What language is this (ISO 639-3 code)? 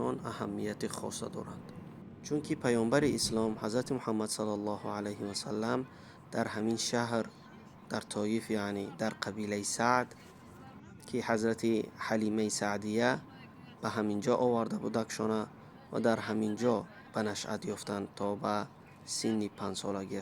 tgk